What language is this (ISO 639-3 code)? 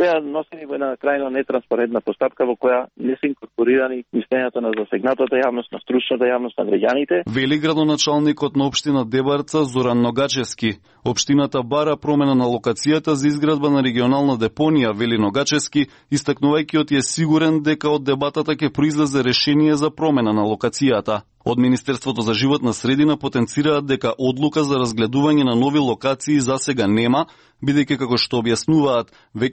mkd